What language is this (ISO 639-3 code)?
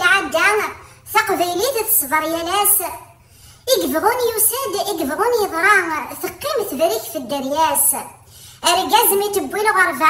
kab